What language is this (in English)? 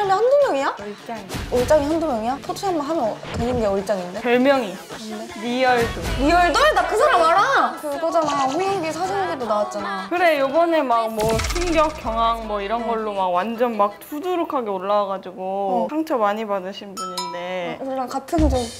Korean